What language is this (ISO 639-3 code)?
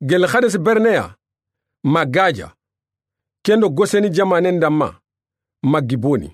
snk